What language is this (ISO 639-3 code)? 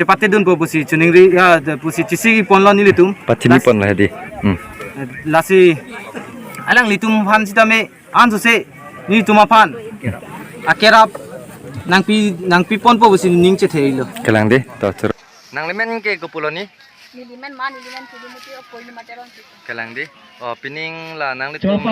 mjw